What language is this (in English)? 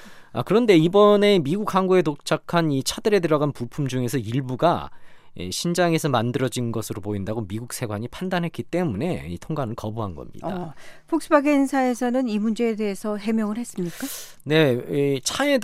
Korean